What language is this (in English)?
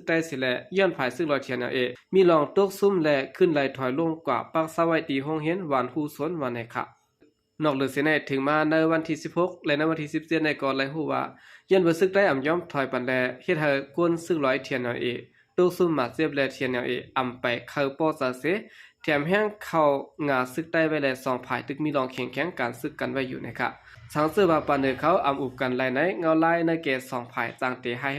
Shan